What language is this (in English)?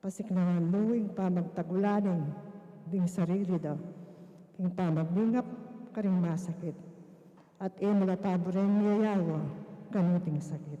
Pampanga